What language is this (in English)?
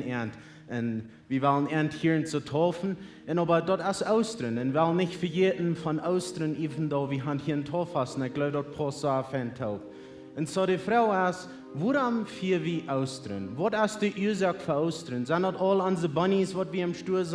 Plautdietsch